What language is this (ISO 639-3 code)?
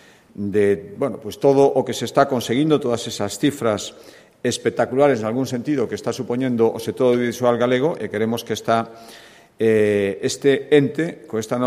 glg